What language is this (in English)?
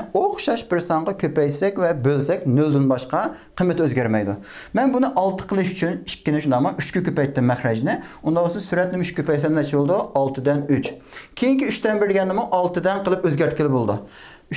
Uyghur